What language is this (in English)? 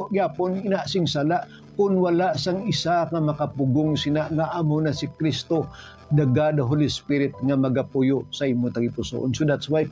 Hiligaynon